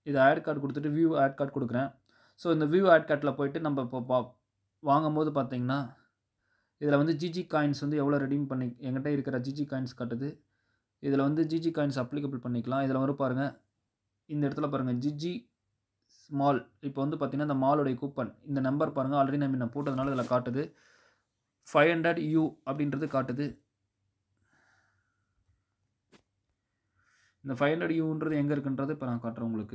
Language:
Tamil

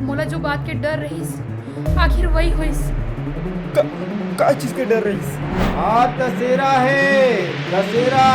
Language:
Chhattisgarhi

